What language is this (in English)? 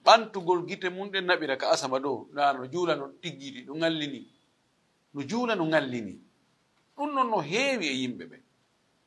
Fula